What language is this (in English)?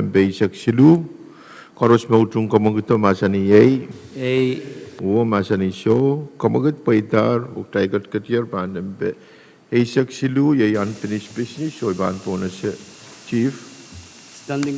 Pohnpeian